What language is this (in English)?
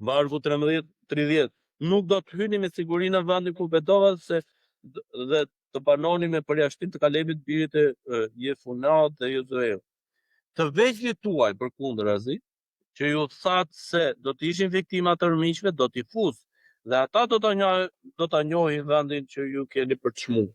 Albanian